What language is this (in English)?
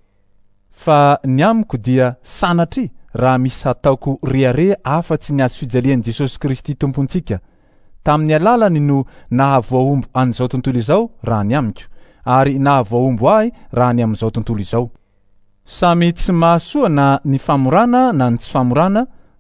Malagasy